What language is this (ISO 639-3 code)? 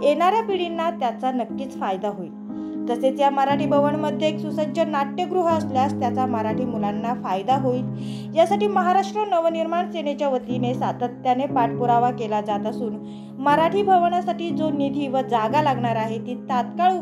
mar